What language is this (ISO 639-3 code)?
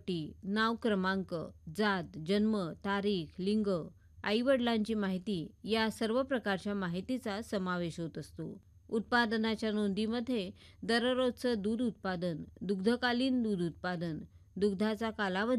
mar